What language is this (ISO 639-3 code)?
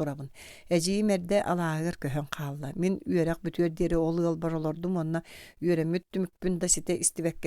sah